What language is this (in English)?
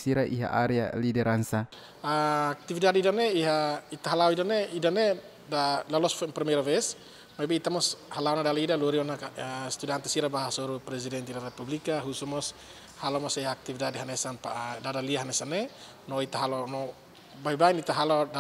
Tetum